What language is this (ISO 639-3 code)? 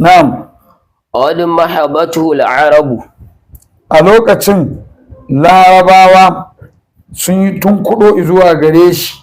hau